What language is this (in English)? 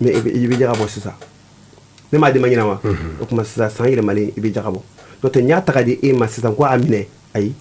Bambara